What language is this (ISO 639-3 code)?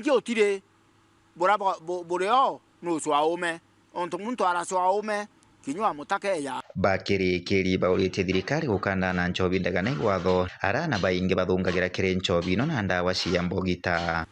mer